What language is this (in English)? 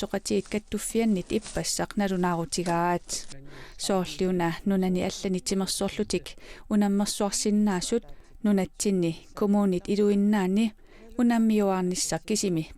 Kalaallisut